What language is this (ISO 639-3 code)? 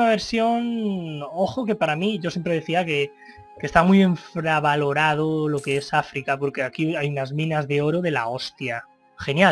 spa